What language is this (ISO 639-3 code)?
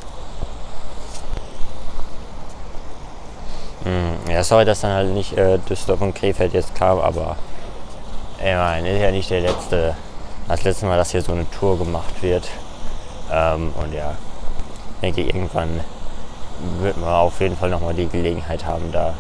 deu